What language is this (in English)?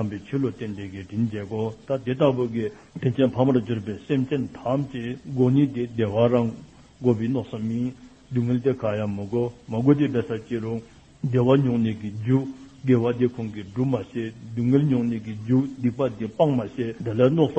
Dzongkha